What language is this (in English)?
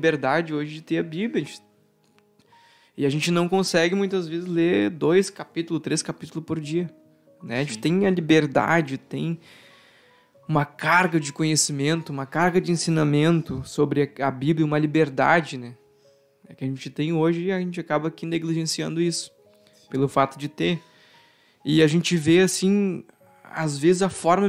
Portuguese